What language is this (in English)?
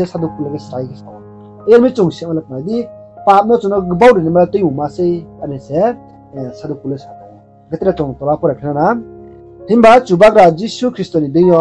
Riang (India)